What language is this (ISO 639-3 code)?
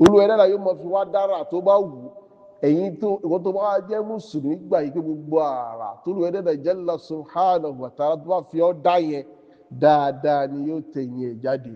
yor